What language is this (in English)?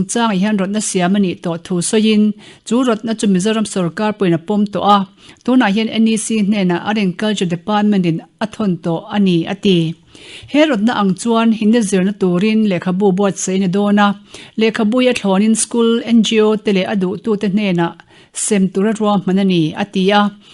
Mizo